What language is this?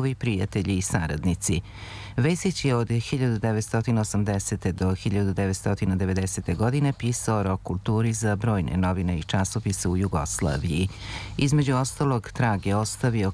Serbian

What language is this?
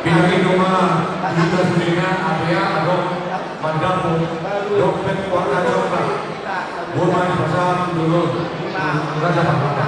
Batak Toba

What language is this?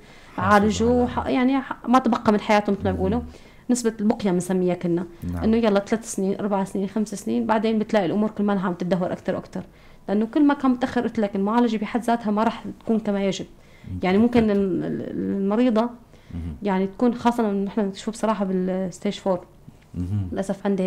North Levantine Arabic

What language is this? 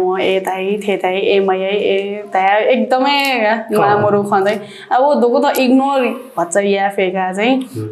Newari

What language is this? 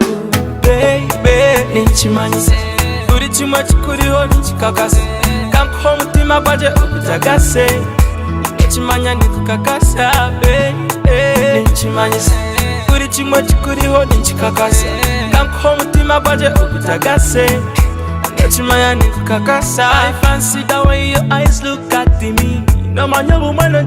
Nyankole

